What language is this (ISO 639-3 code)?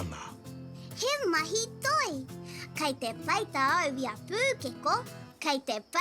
mri